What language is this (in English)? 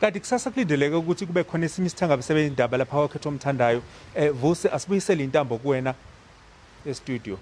Zulu